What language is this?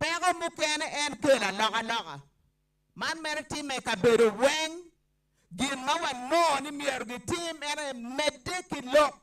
Acoli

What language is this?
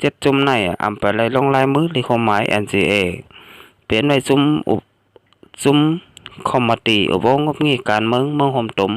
Shan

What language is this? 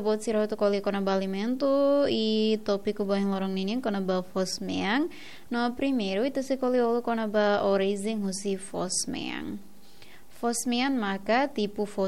Tetum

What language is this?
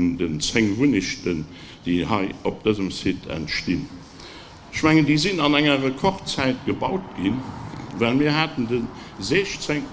Luxembourgish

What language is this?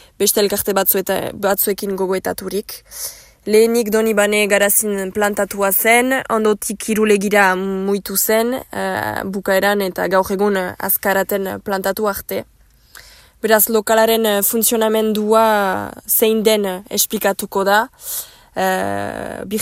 Basque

